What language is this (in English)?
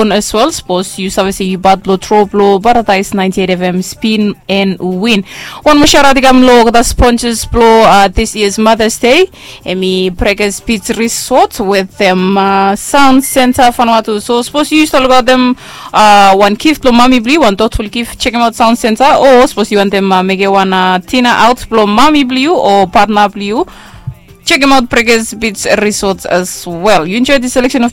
Bislama